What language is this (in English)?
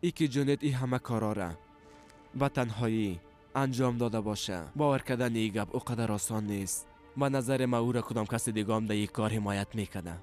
Persian